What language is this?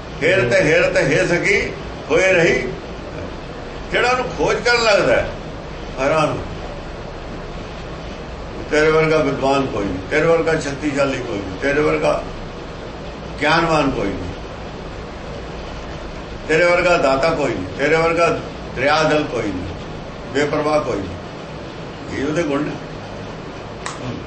Punjabi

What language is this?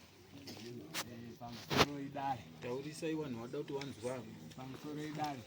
Shona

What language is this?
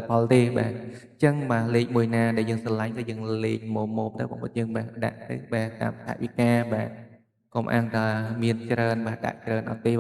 Khmer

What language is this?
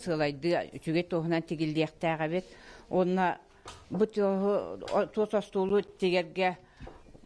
Yakut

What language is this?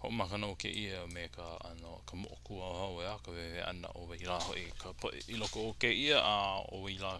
Hawaiian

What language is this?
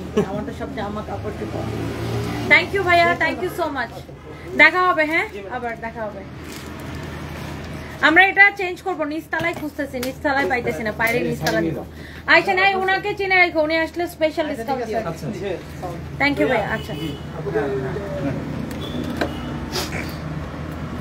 Bangla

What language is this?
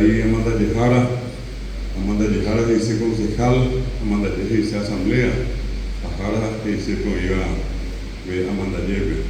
Guarani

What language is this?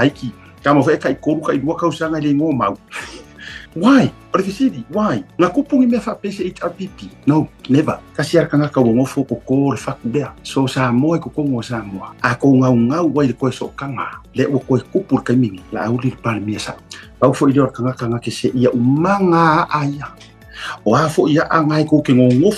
Samoan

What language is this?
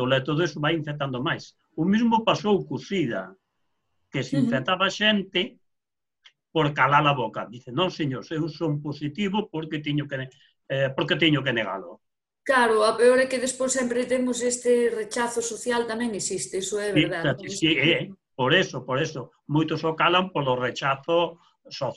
Galician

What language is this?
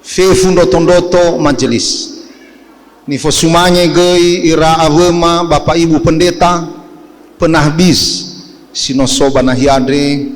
Nias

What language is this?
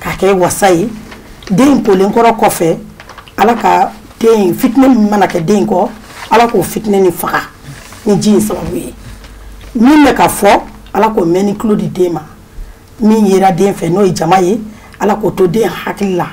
Bambara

